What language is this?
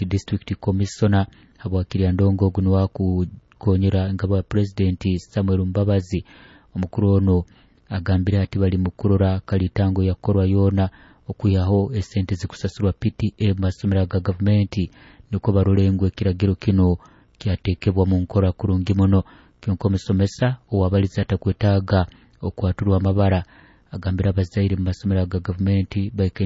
Nyoro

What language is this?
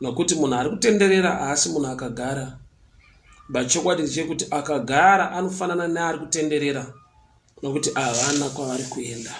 Shona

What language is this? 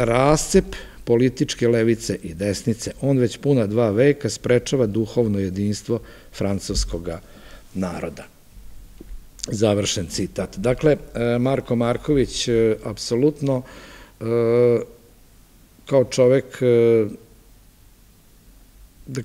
Serbian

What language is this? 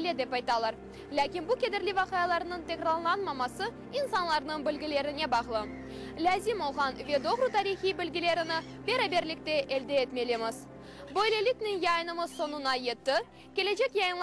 Crimean Tatar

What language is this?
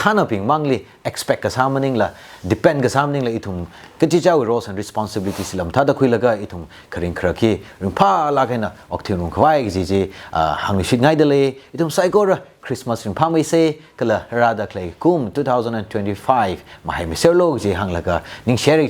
Tangkhul Naga (India)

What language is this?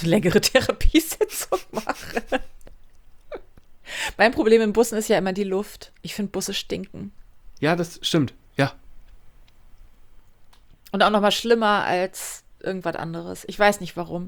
German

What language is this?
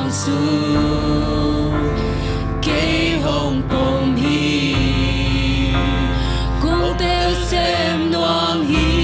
Tedim Chin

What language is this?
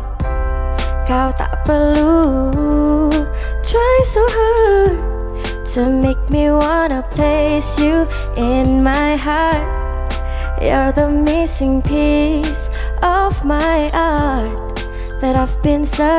Malay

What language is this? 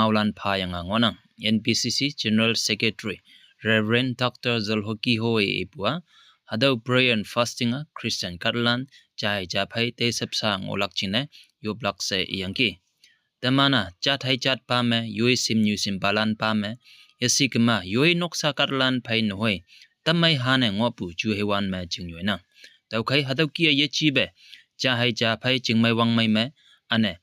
Konyak Naga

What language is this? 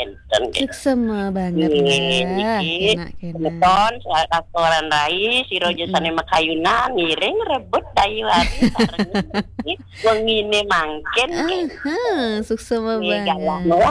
Balinese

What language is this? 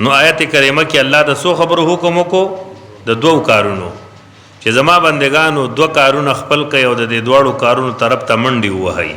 Pashto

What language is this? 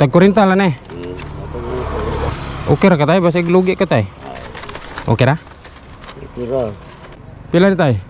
Cebuano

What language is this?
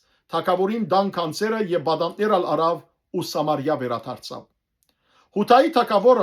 Western Armenian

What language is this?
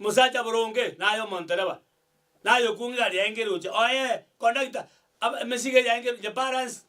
Gusii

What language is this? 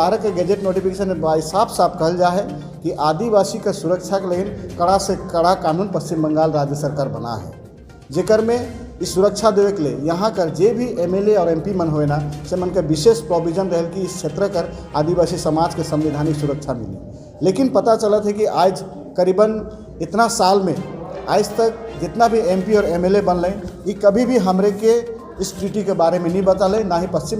Sadri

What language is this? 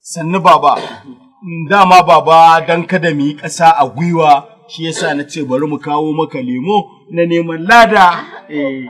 Hausa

